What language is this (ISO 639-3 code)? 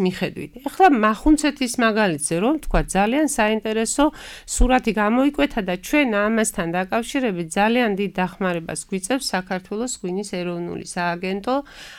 kat